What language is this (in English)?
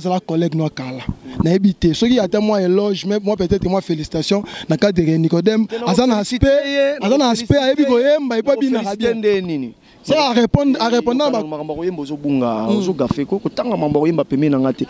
Lingala